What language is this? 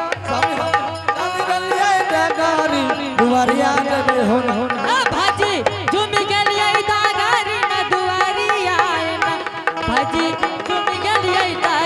Angika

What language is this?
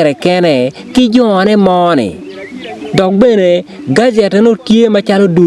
Acoli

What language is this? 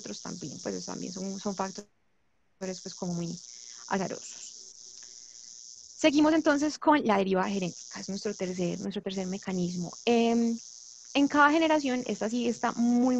Spanish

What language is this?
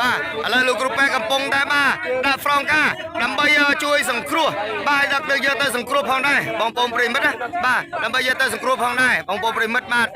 Khmer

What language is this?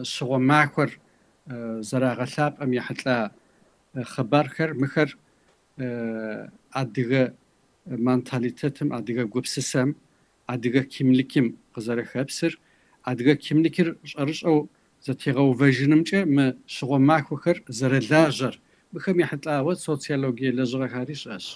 Kabardian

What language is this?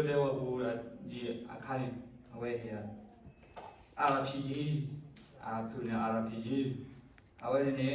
S'gaw Karen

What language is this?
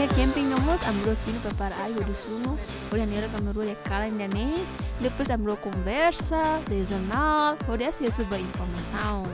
Tetum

